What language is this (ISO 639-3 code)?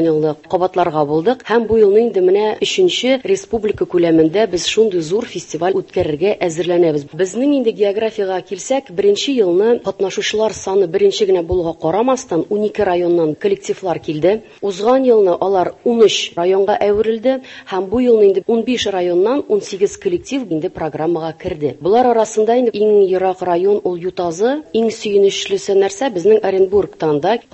tat